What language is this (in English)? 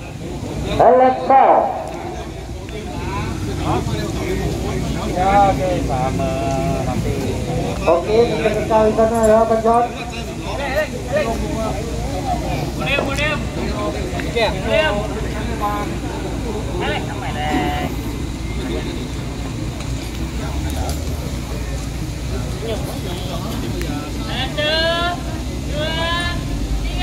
Malay